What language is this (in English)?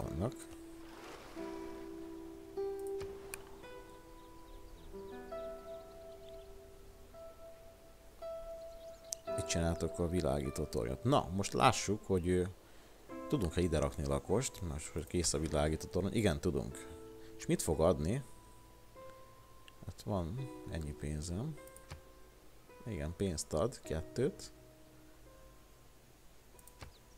Hungarian